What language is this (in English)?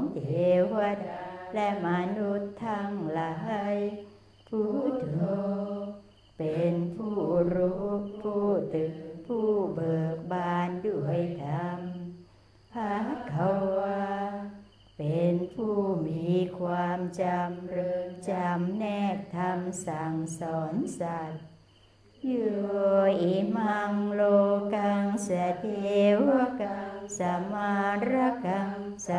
Thai